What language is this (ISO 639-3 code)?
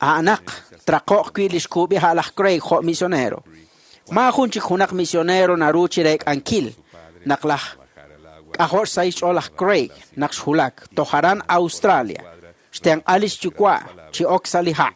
kek